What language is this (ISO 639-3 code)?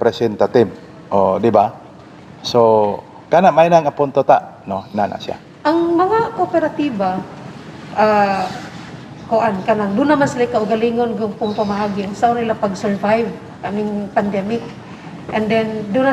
ceb